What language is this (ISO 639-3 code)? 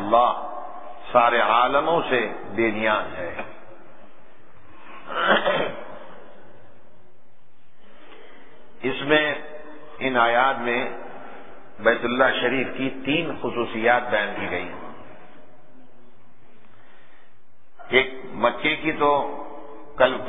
urd